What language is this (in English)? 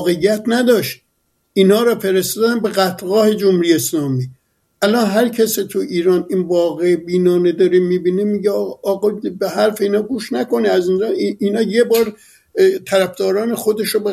Persian